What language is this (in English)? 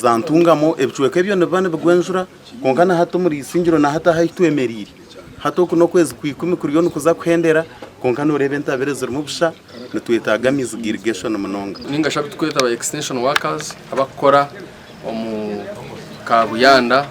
Nyankole